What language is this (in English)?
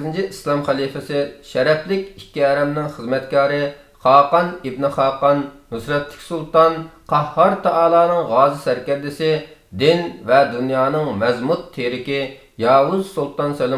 Uyghur